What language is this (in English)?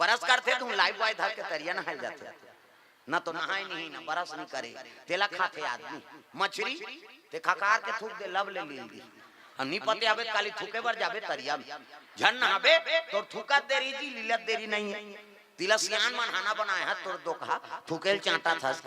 Chhattisgarhi